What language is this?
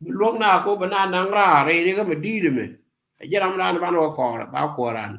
Nuer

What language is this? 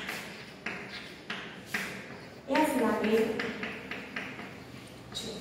Gujarati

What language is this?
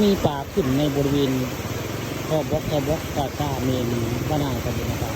Northeastern Thai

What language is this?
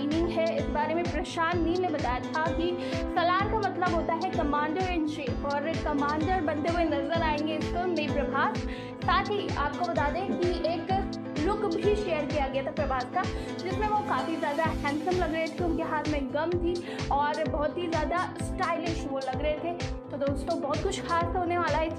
Hindi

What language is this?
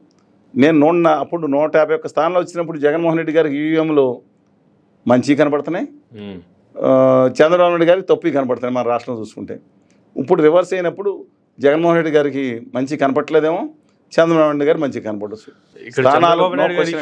Telugu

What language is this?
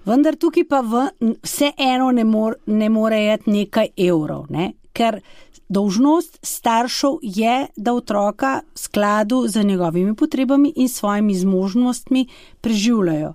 Slovenian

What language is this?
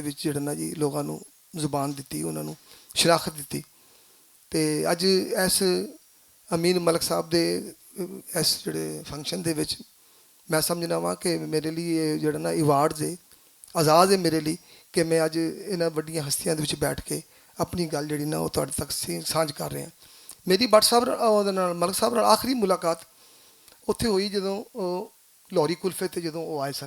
Western Panjabi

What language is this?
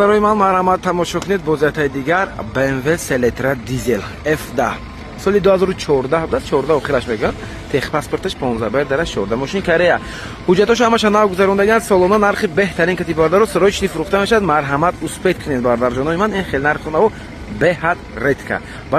Tajik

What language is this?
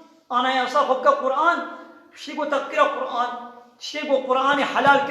Kurdish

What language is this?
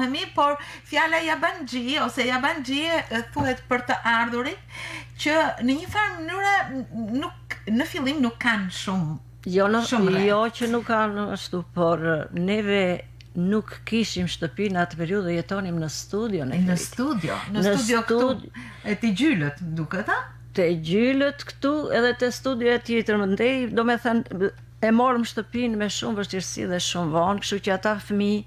Albanian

